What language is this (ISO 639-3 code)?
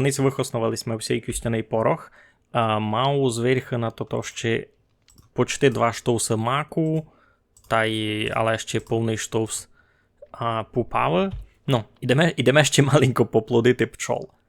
rue